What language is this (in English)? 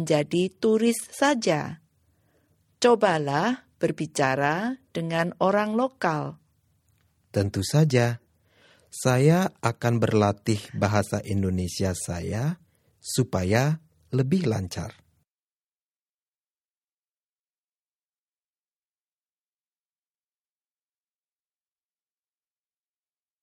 Indonesian